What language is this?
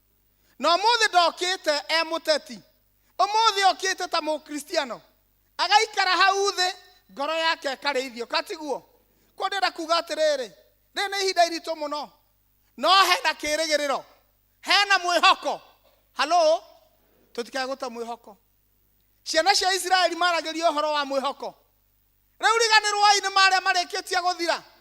Kikuyu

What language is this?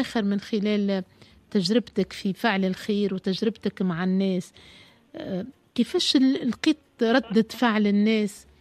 Tunisian Arabic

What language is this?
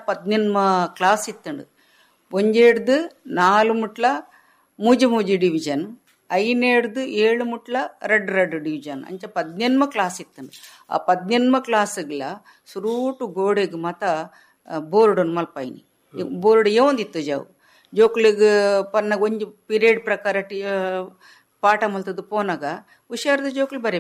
Tulu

